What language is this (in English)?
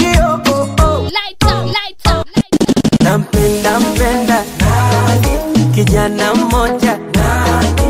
Swahili